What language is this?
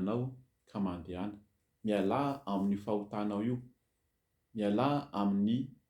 Malagasy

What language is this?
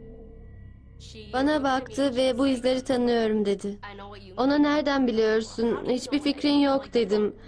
Turkish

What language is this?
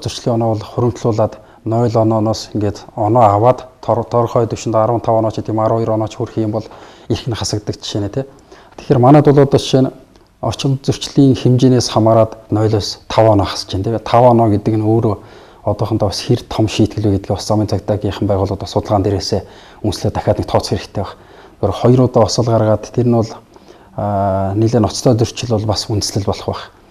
Mongolian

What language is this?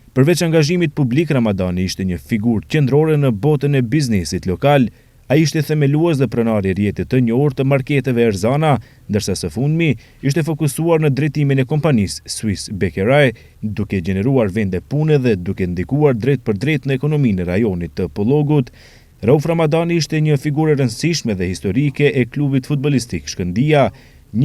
Albanian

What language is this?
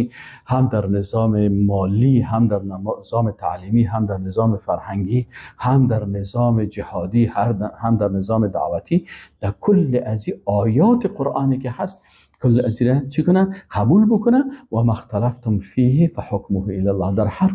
Persian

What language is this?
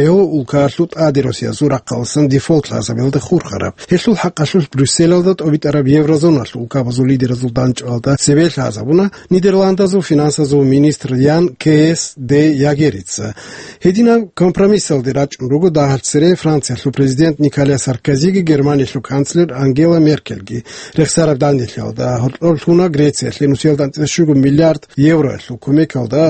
Avaric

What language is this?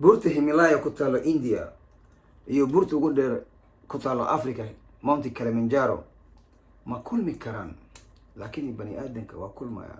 Somali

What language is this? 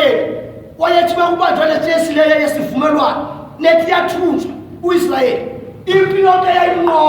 Zulu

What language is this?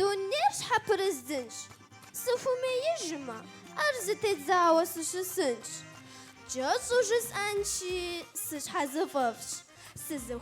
Kabardian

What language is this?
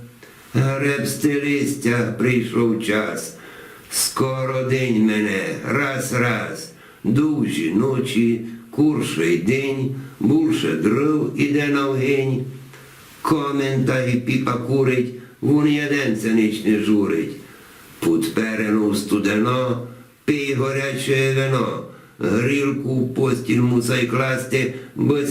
Rusyn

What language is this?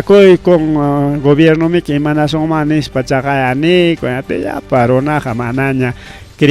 Ayacucho Quechua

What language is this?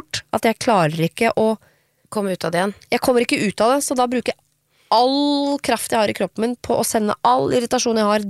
Norwegian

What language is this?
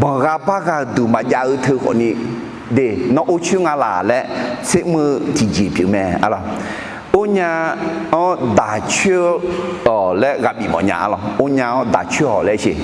Akha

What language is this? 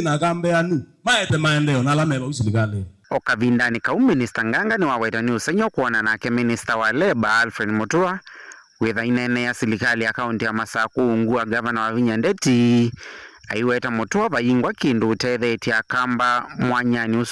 Kamba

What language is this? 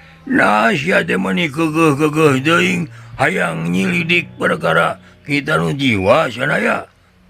Sundanese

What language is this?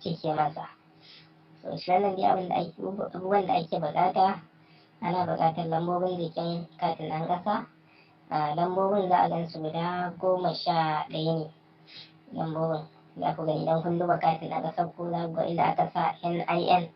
Hausa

